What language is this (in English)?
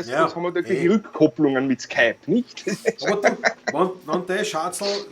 Bavarian